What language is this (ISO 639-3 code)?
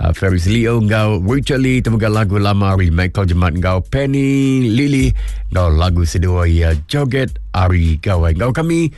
iba